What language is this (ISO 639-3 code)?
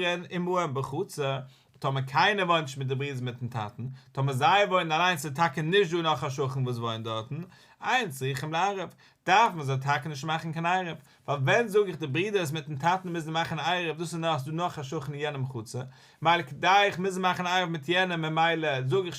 yid